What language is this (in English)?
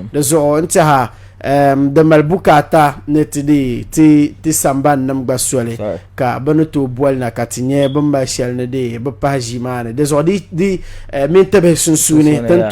Dagbani